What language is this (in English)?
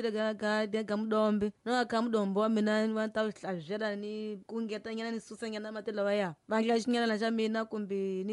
Tsonga